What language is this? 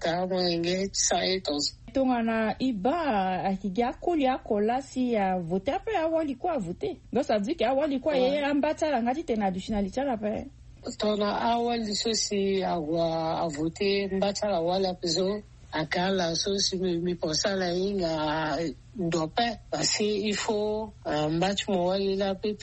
Sango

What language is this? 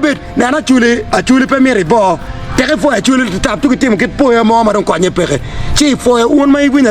Acoli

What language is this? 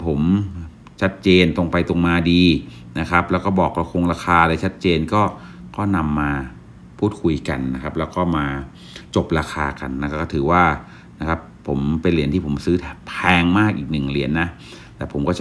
Thai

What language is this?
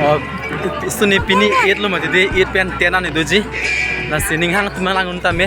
Karbi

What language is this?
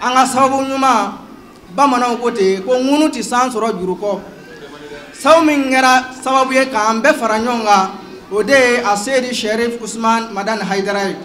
Bambara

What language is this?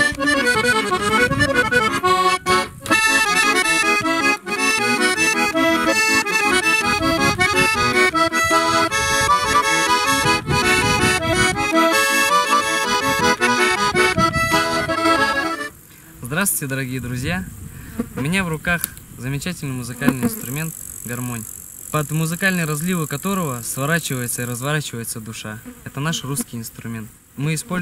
Russian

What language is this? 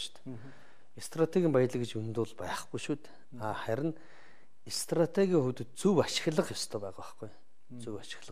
Mongolian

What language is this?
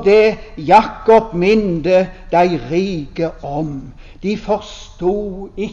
Norwegian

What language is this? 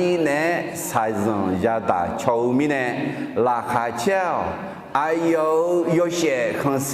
Akha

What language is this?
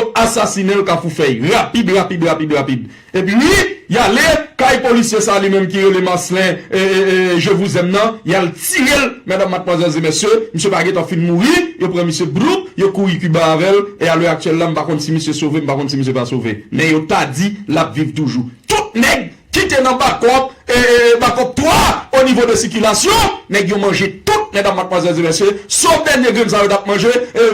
Haitian Creole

